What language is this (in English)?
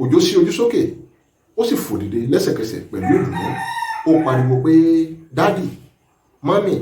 Yoruba